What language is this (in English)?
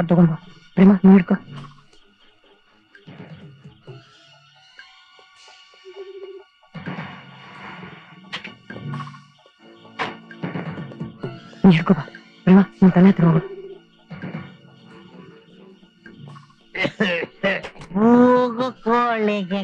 Kannada